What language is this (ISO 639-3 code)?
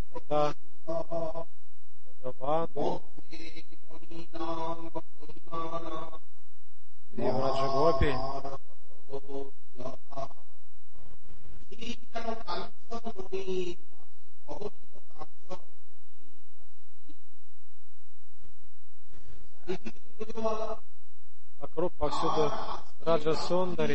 rus